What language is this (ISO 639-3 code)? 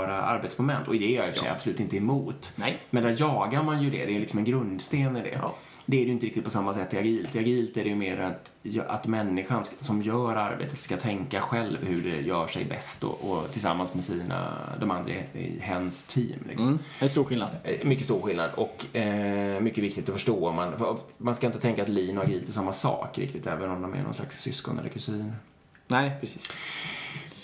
swe